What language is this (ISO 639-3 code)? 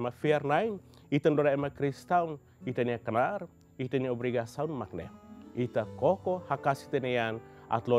tet